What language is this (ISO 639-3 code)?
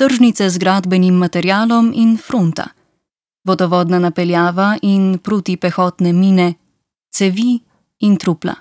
slv